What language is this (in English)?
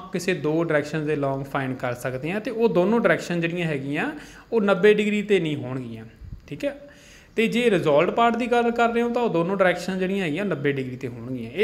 Punjabi